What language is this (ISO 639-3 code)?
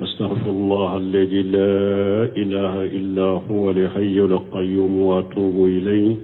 bam